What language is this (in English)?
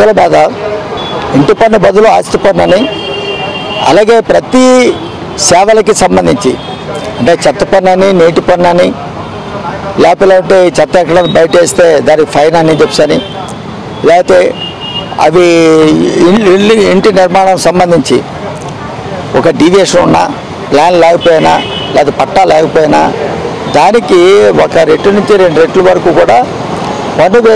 Telugu